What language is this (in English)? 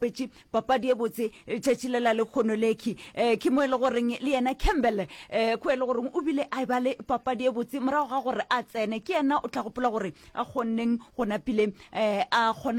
Northern Sotho